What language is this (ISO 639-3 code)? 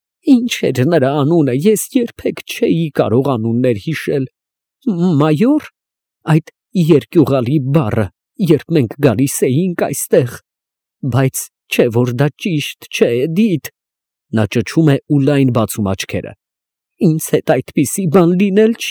hye